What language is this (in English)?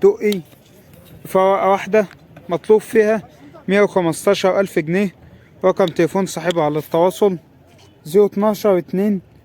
Egyptian Arabic